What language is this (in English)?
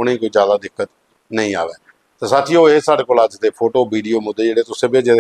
Dogri